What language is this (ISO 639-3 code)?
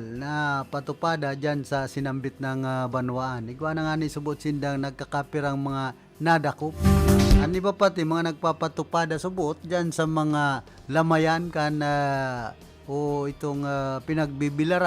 bik